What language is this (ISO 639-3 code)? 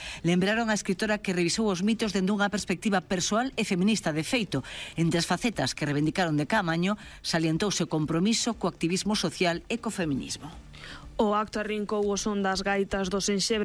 glg